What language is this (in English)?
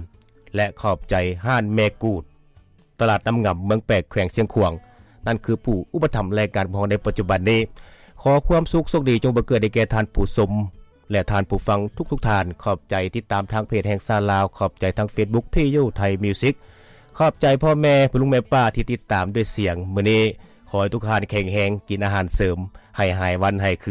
Lao